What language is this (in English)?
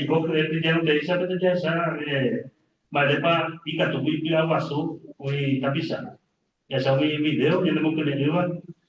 Guarani